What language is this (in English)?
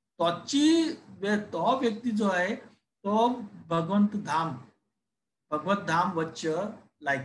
Konkani